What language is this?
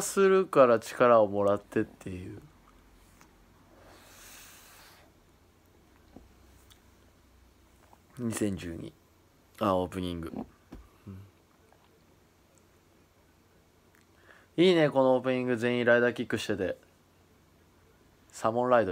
Japanese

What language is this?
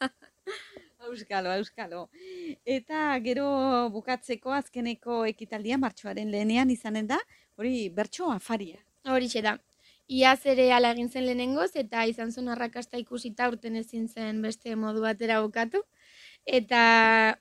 Basque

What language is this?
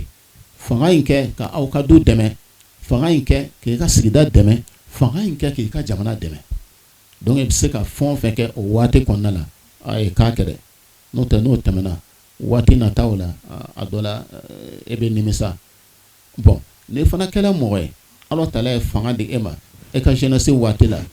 Bambara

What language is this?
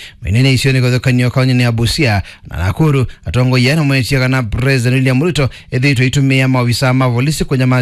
Kamba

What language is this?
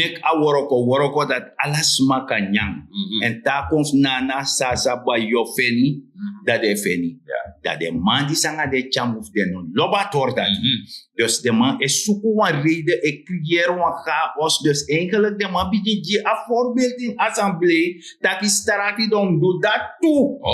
Sranan Tongo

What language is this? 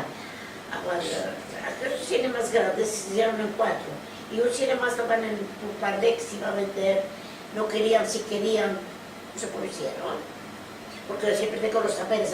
Ladino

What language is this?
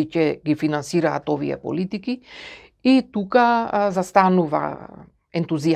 Macedonian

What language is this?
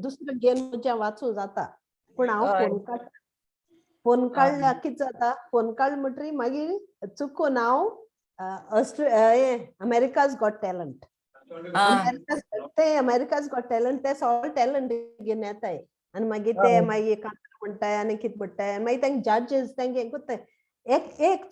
Konkani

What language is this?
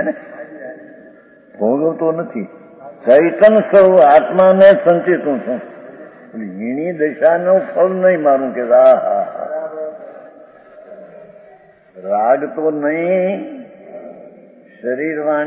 Gujarati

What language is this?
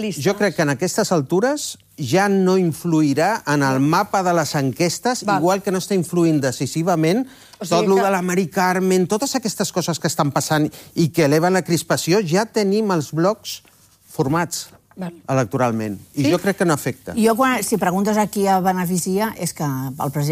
Catalan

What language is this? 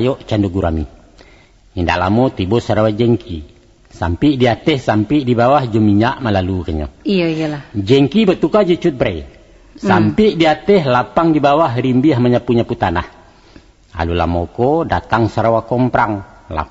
Minangkabau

